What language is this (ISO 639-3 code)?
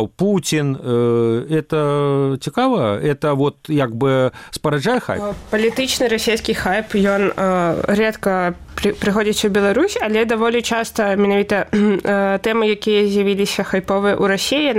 bel